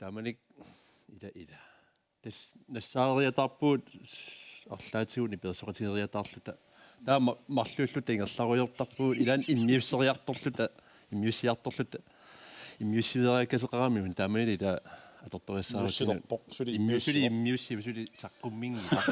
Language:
Kalaallisut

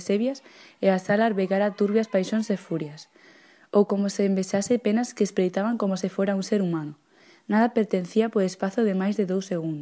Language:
Galician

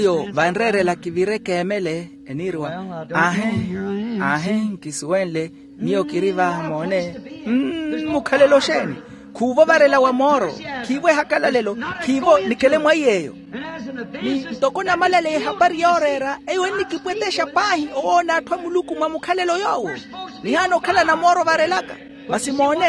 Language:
Makhuwa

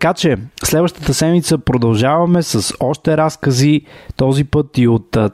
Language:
Bulgarian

